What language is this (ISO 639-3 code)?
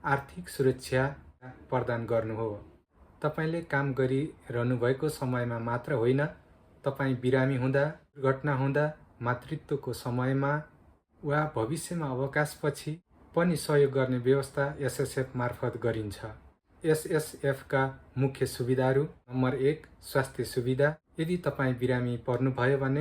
nep